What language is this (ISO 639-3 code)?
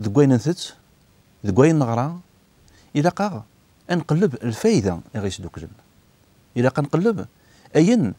kab